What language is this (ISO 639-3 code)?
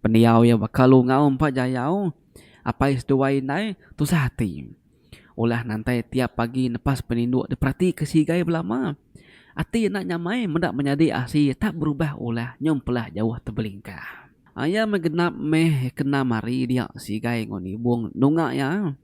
iba